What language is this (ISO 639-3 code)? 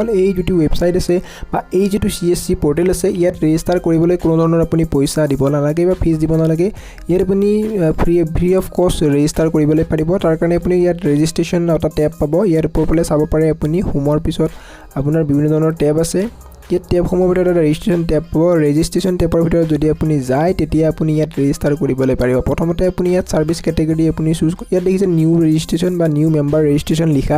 asm